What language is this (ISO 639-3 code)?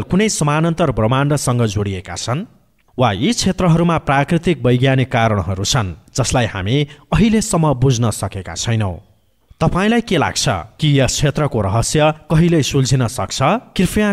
nep